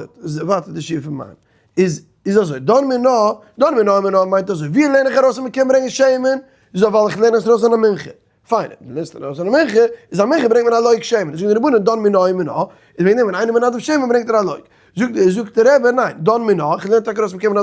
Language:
Yiddish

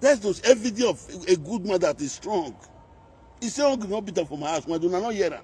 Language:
Nigerian Pidgin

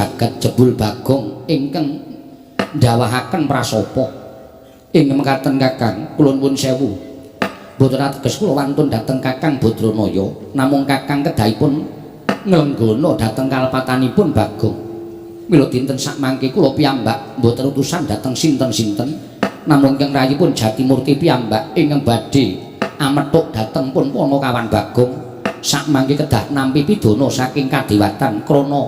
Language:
Javanese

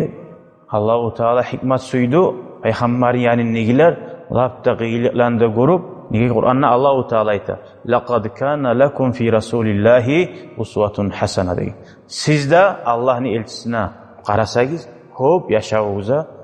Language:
Kumyk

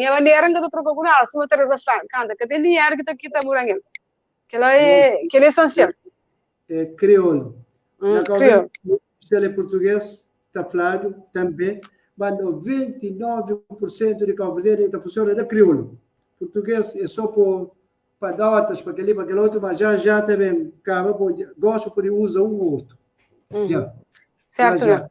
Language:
Kabuverdianu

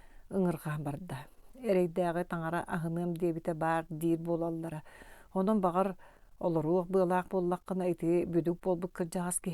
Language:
Yakut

